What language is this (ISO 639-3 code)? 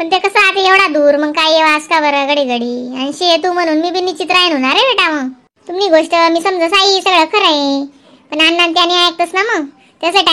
khn